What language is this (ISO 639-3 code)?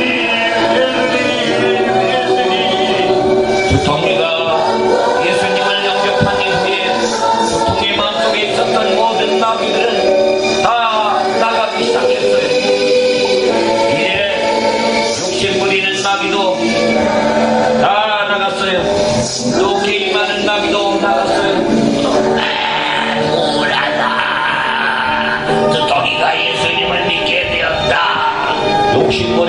kor